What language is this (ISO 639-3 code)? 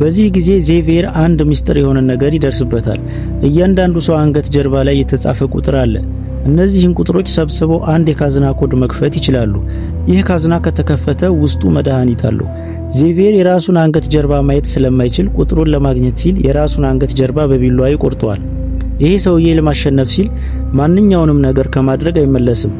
amh